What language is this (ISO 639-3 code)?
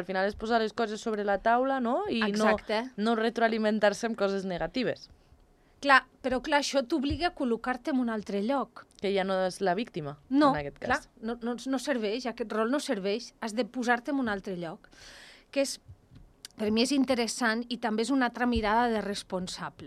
cat